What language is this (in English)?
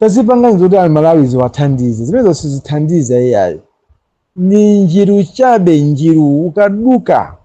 Nyanja